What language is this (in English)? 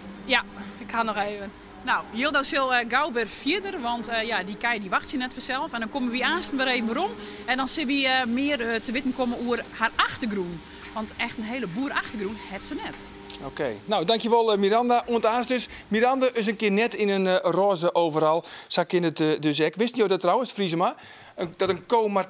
Western Frisian